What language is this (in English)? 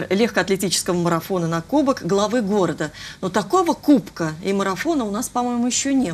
Russian